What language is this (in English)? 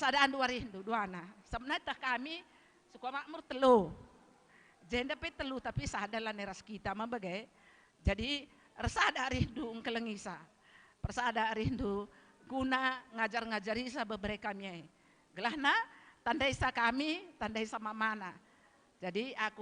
Batak Karo